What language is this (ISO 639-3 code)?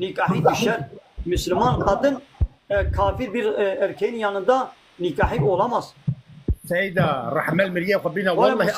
kur